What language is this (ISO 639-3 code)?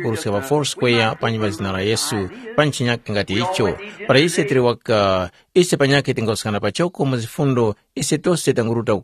tum